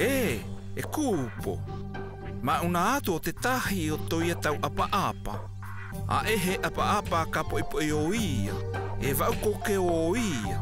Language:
South Marquesan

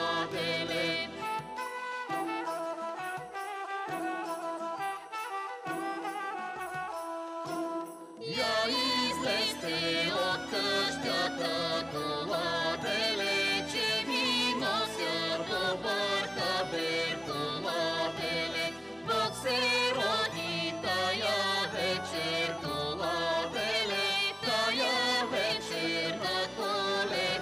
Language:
Bulgarian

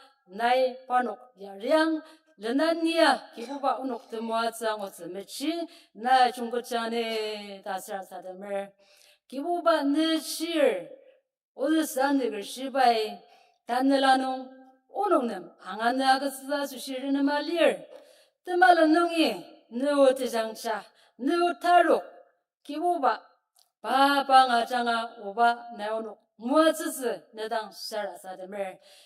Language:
Ao Naga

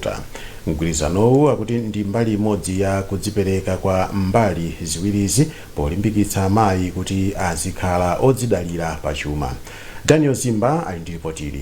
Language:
Nyanja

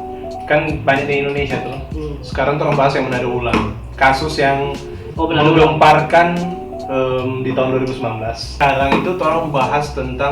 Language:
Manado Malay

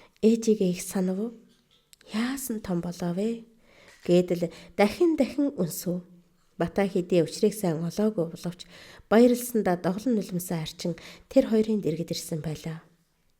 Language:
Mongolian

